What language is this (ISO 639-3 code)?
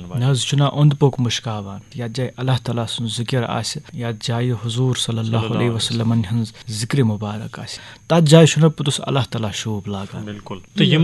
kas